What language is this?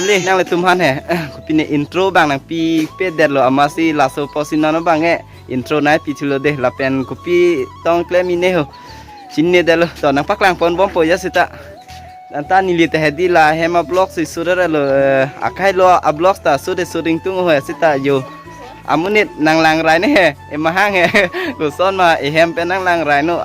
Karbi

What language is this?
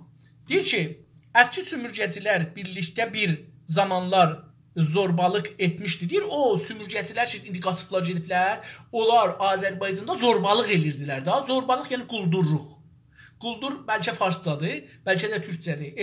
South Azerbaijani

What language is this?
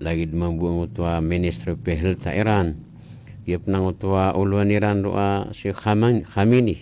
Maranao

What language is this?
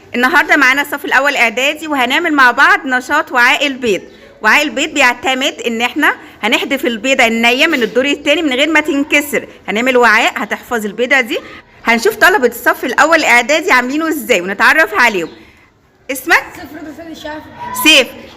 Egyptian Arabic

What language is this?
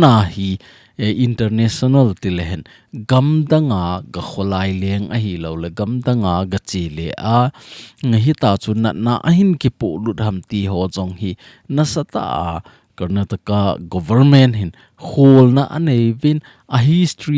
Thado Chin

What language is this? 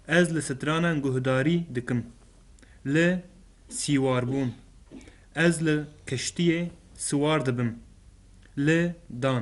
Kurdish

